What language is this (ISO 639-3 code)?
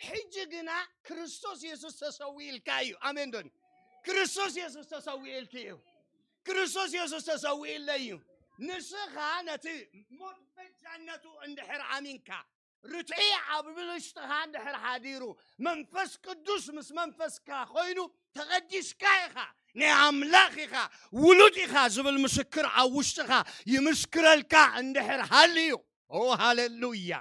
tir